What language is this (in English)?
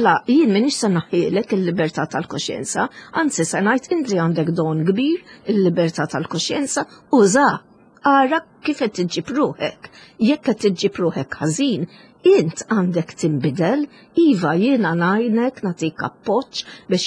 Maltese